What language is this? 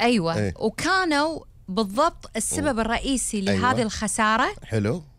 Gulf Arabic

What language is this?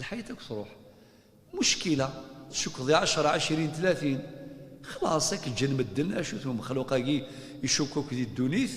Kabyle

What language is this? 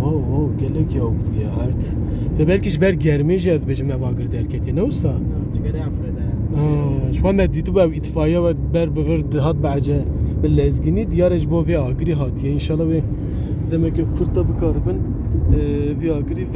Kurdish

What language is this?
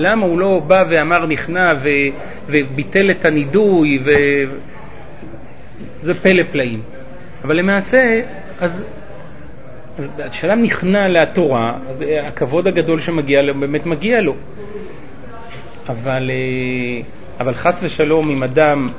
Hebrew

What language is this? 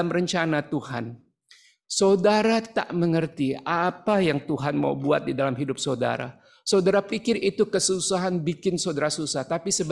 Indonesian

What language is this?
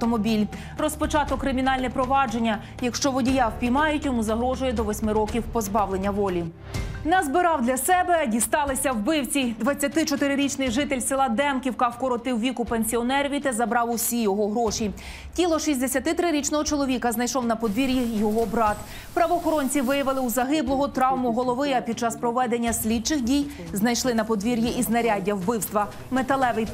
Ukrainian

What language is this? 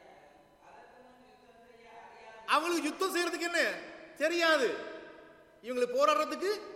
Tamil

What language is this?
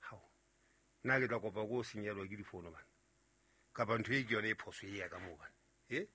Southern Sotho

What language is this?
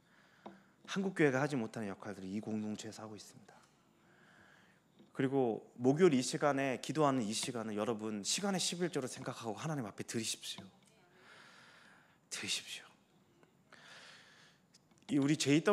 Korean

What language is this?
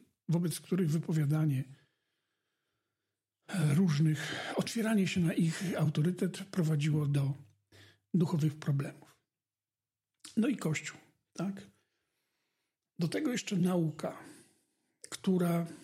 Polish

